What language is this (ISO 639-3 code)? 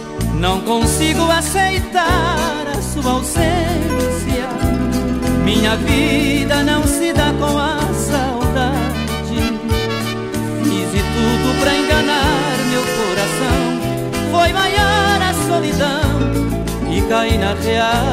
por